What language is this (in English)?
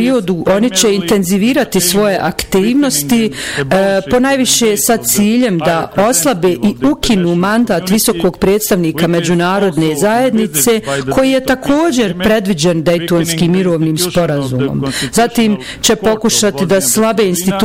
Bosnian